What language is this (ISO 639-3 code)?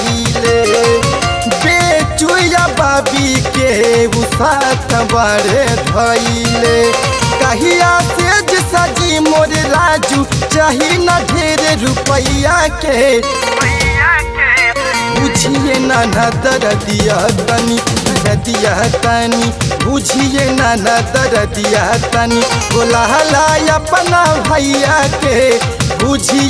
bho